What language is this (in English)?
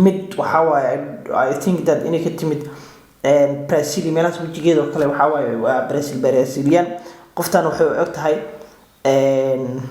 Somali